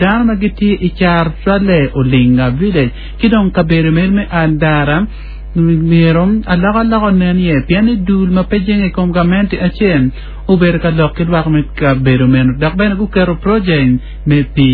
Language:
Acoli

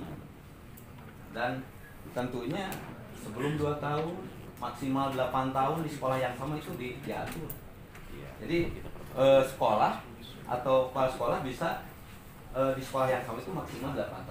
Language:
Indonesian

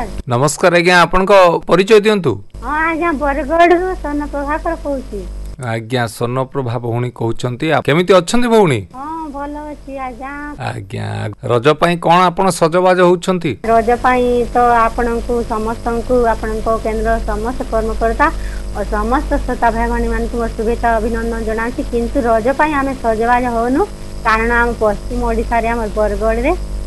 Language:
Odia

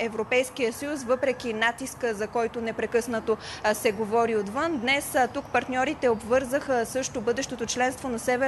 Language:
Bulgarian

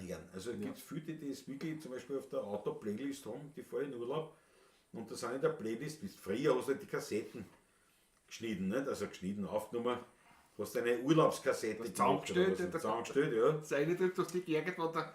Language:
Bavarian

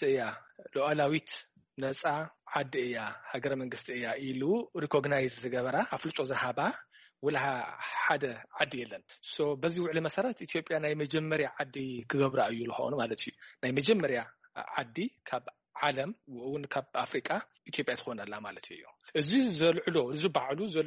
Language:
Tigrinya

